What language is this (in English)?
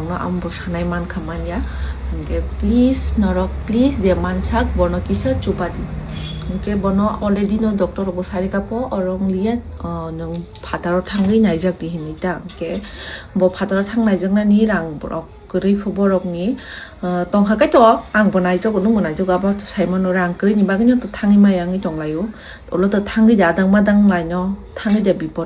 Kok Borok